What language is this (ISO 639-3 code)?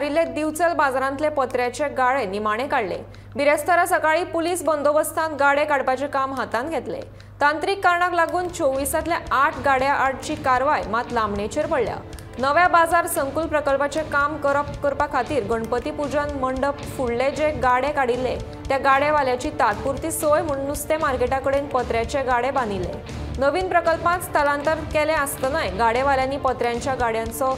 kok